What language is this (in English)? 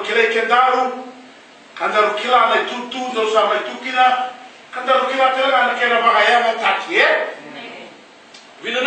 Fijian